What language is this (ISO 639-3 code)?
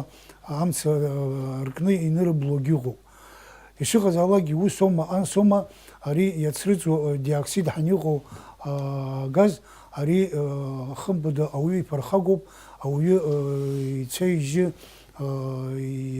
abk